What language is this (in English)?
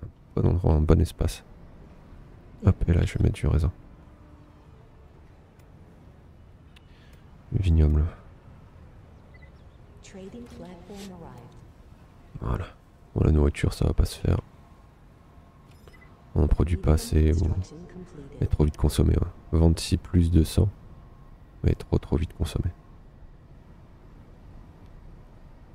French